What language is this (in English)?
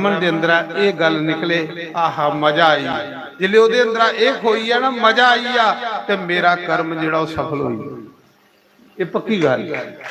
Dogri